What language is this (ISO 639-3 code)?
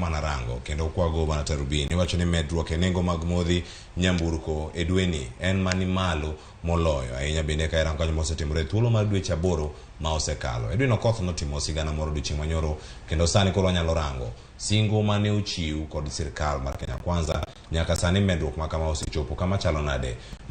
luo